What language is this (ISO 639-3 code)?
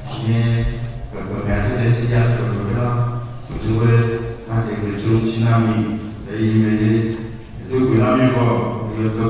ewe